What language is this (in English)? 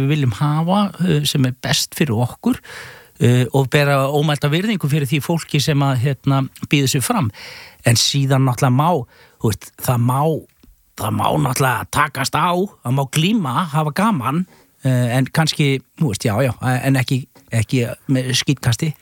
Icelandic